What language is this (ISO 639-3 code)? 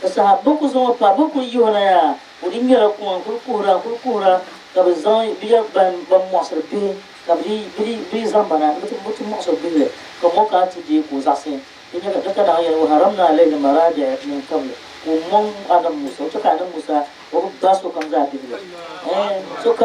dag